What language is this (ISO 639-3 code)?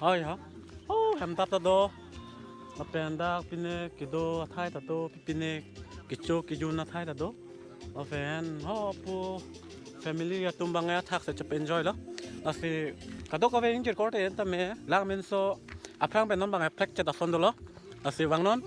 mjw